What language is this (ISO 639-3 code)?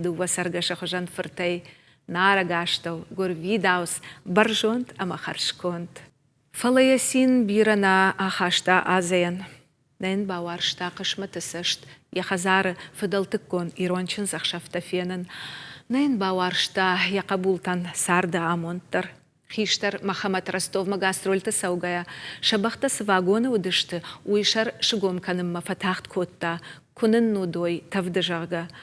oss